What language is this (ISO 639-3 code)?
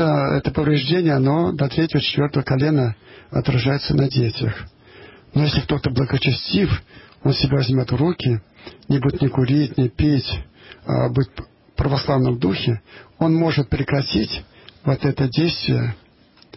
rus